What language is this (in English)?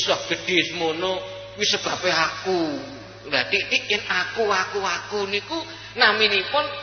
Javanese